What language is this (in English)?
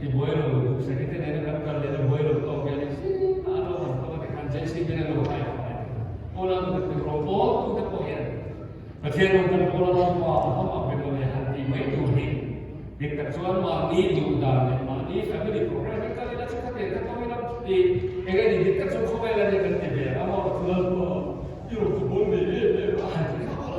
Mizo